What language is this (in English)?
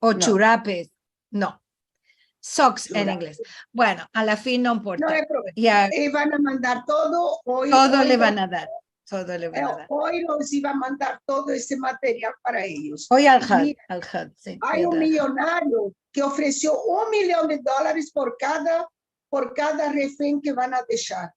Ladino